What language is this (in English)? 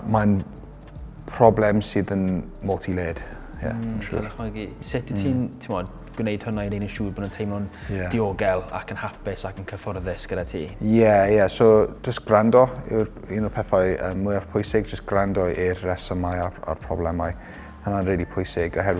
Welsh